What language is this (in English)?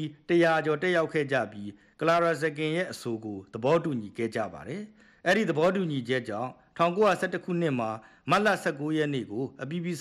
Burmese